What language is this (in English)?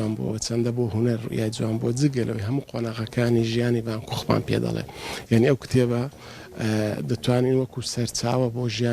Central Kurdish